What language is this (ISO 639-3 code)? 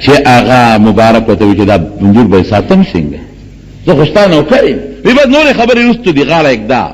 pus